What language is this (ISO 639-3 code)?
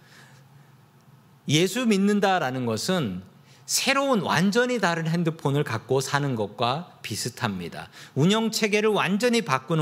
kor